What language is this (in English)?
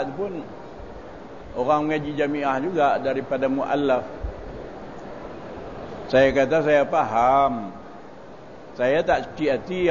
Malay